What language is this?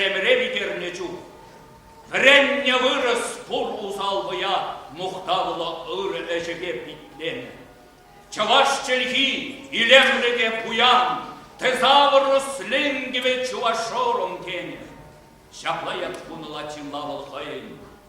Chuvash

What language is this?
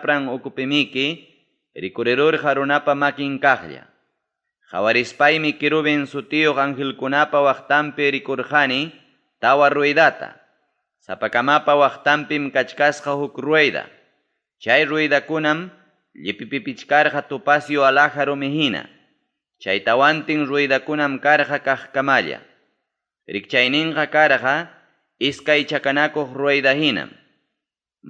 Ayacucho Quechua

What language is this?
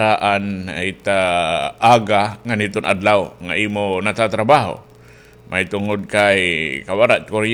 Waray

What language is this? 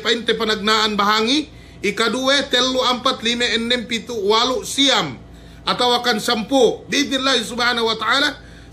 Yakan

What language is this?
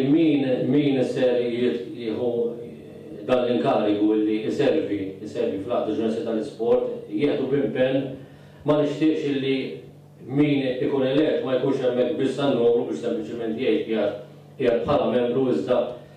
Maltese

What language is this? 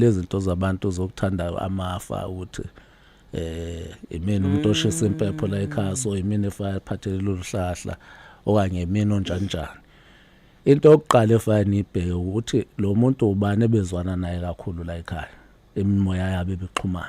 Zulu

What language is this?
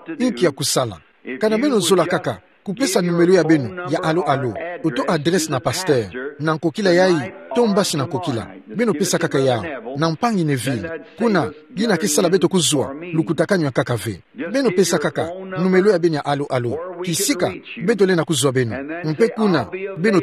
Kituba (Democratic Republic of Congo)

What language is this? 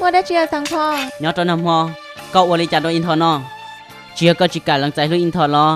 Hmong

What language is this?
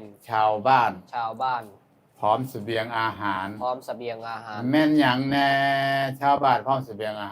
Lao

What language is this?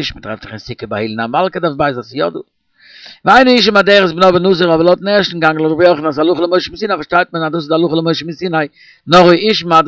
Yiddish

